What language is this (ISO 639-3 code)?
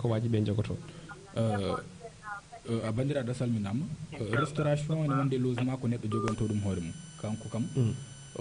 ful